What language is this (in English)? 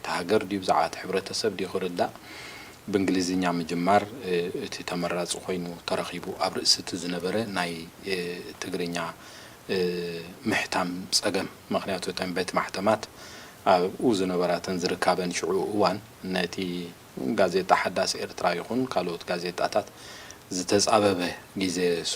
Tigrinya